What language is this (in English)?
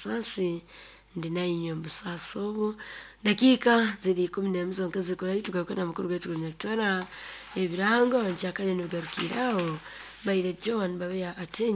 Nyoro